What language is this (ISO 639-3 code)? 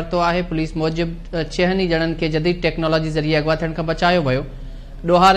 snd